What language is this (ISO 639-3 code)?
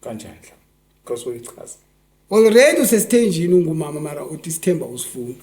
zul